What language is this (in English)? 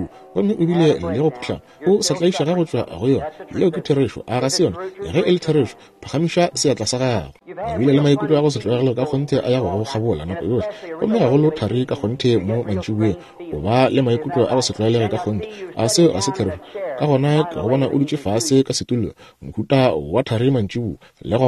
Northern Sotho